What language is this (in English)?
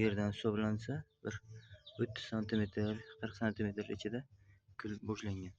Uzbek